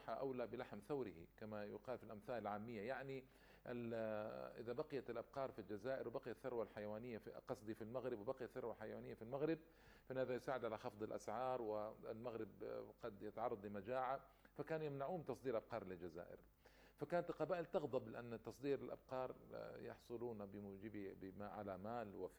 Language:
Arabic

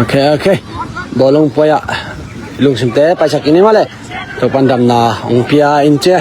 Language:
Tedim Chin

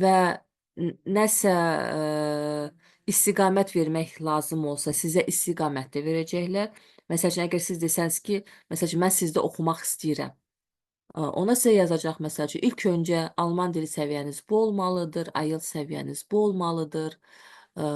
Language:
Azerbaijani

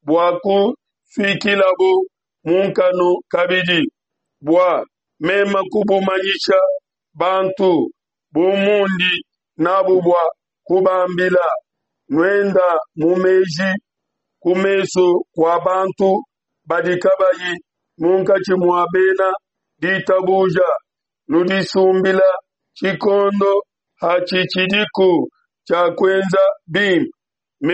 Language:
Luba-Lulua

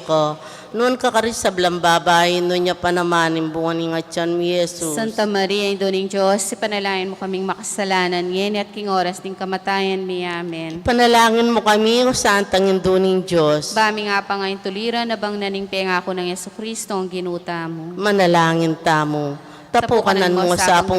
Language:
Pampanga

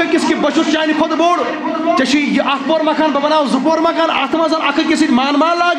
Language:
Kashmiri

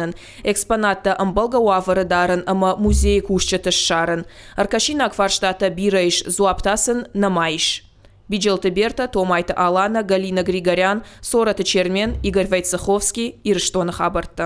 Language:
Ossetic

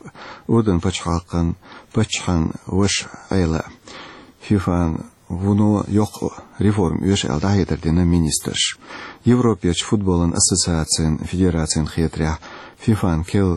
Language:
Chechen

